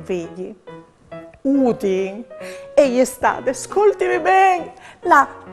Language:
Friulian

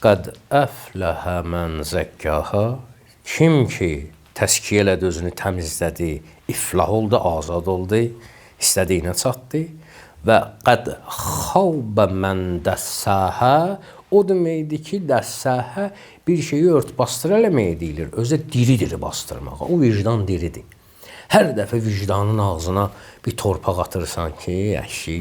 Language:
Azerbaijani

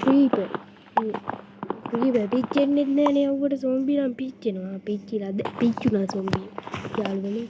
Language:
Sinhala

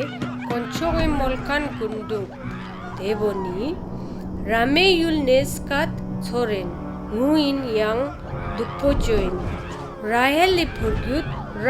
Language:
Ladakhi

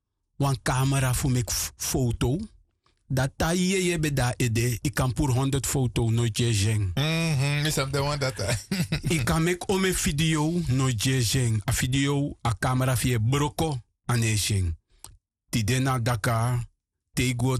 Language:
Sranan Tongo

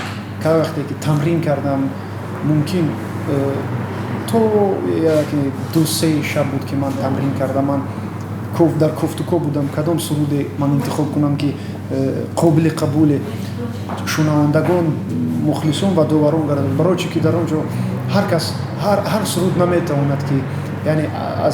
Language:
Tajik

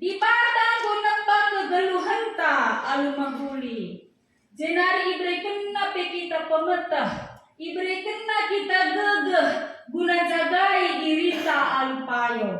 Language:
Batak Karo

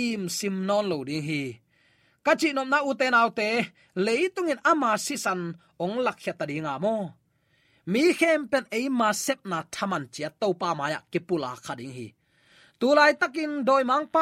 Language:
Tedim Chin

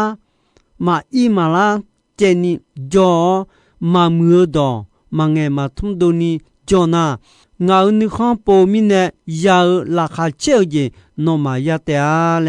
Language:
Akha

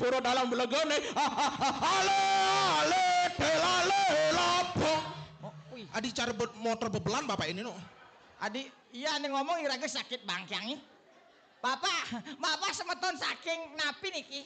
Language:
Balinese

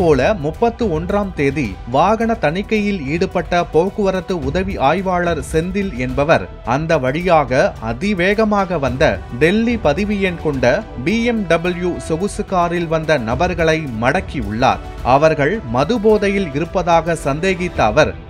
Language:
Tamil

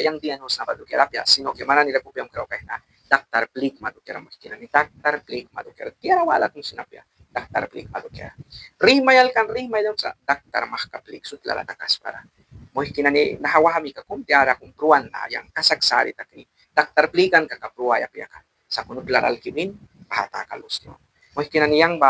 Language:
Mískito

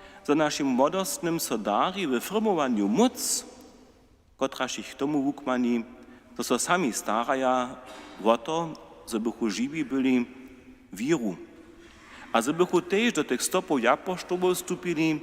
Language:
Upper Sorbian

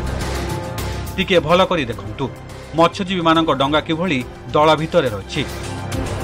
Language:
Odia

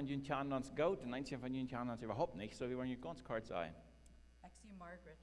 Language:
Plautdietsch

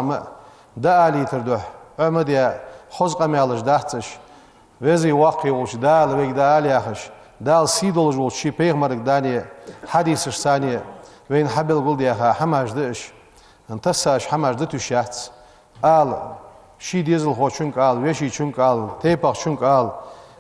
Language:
Ingush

